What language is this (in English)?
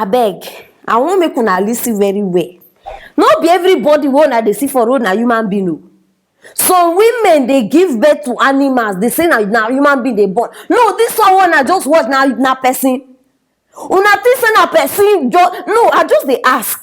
Nigerian Pidgin